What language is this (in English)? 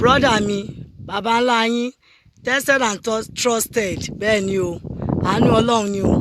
Yoruba